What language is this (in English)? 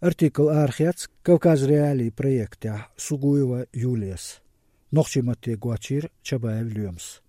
Chechen